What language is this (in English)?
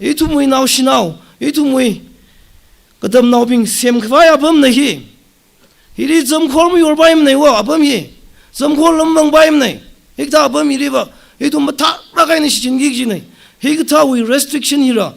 Tangkhul Naga (India)